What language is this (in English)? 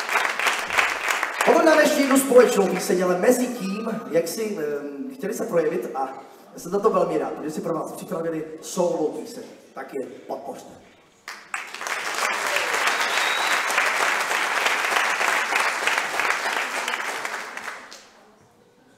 Czech